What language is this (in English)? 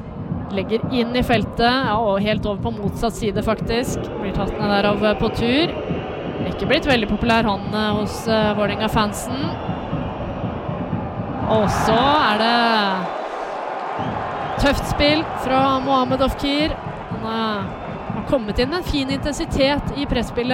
Norwegian